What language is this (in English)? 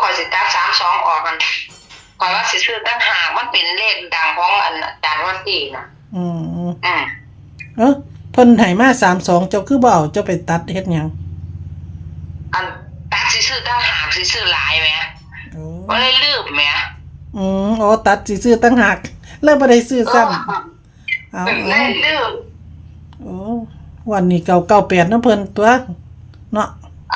Northeastern Thai